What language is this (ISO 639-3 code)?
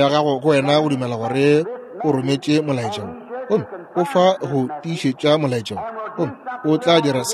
nso